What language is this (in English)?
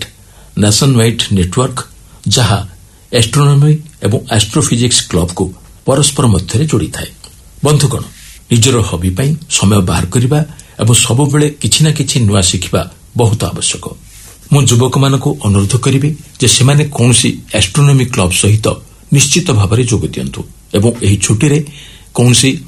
Odia